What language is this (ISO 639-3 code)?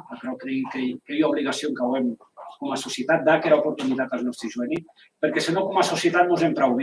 oci